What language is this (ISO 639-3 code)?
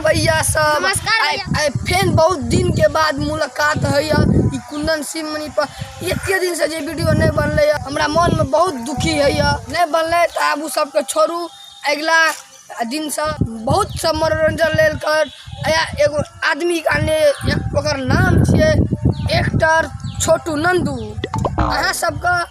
mai